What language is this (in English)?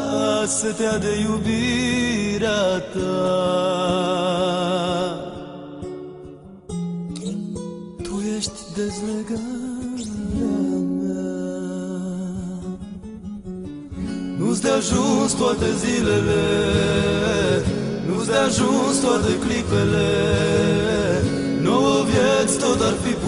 Romanian